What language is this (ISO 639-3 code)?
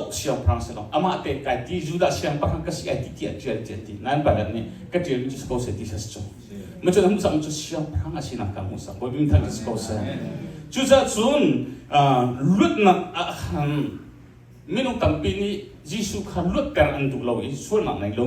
cnh